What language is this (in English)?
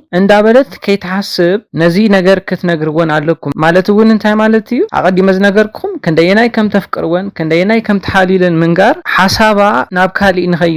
Tigrinya